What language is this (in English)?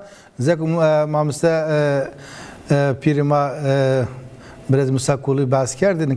Zaza